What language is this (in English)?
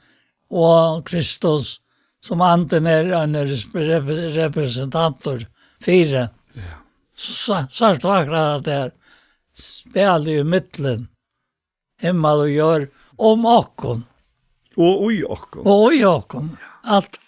Faroese